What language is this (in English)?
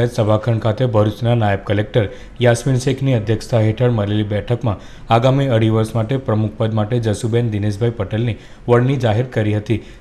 Gujarati